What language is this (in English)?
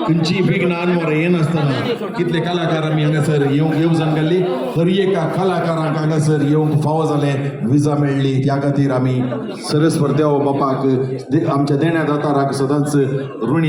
Konkani